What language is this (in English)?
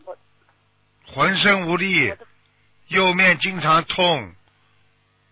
Chinese